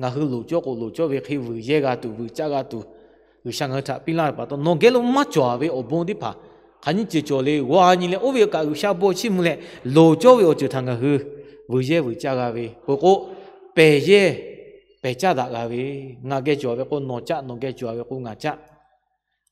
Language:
Lahu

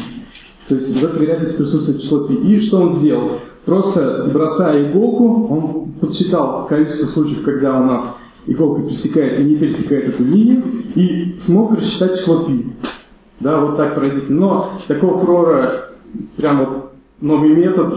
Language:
Russian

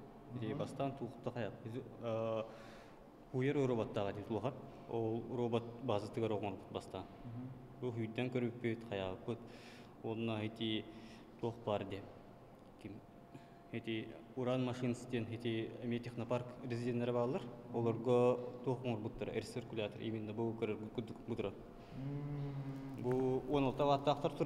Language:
Yakut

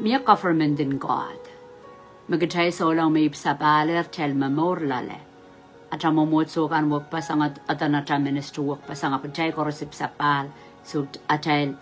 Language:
Pohnpeian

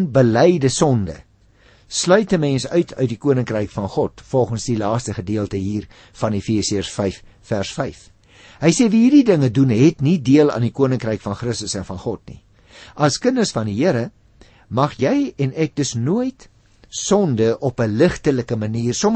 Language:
Afrikaans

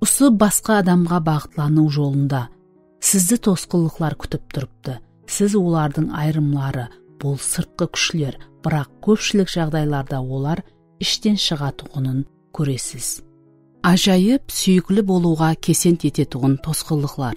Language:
Kara-Kalpak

